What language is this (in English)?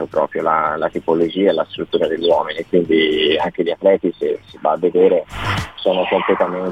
Italian